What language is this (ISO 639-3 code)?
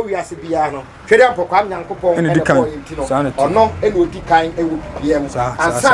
aka